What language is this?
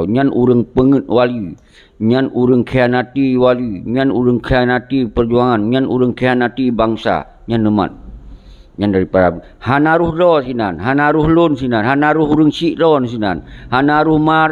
Achinese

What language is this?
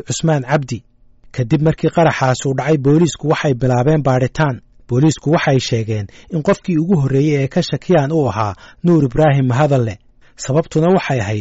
Somali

